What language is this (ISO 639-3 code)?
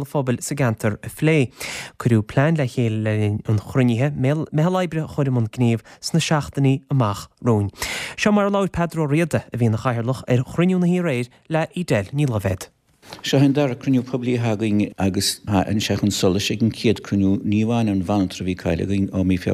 gle